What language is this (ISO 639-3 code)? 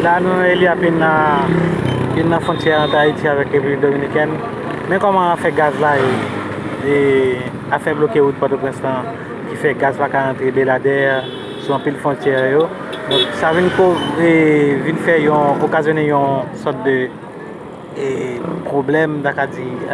hat